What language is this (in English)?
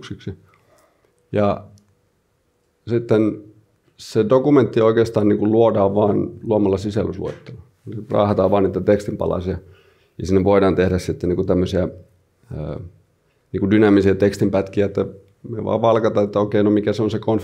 Finnish